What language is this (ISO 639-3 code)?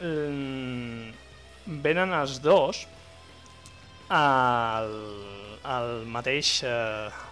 cat